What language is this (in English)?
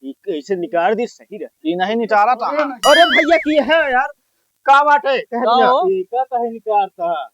Awadhi